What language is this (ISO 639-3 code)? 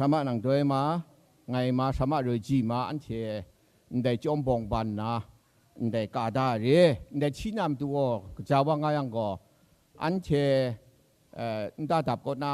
kac